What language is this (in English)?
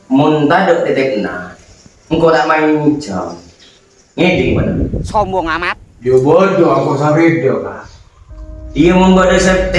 Madurese